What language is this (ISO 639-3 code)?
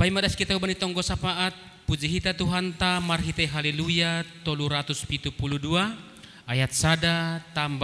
bts